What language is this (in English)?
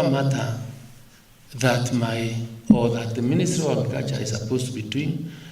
Meru